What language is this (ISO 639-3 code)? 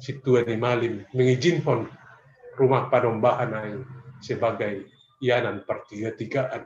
bts